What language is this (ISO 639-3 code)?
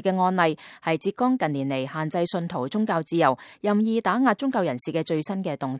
yue